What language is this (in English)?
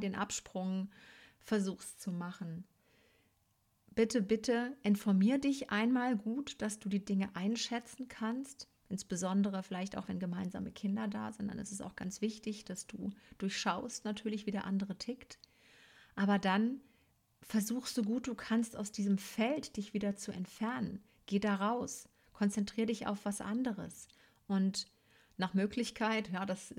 German